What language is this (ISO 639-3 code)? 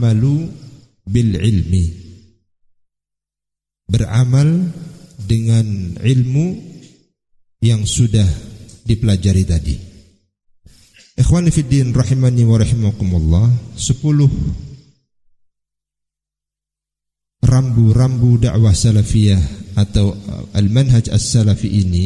ind